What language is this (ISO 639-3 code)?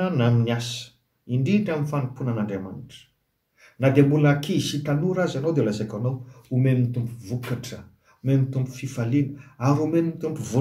mlg